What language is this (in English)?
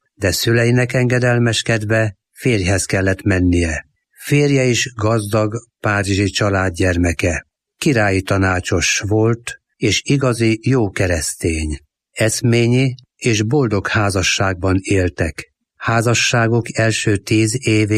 Hungarian